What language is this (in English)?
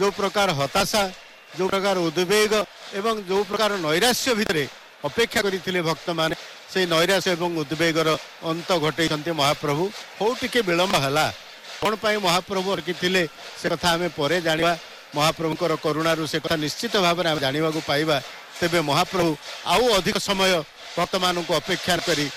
Odia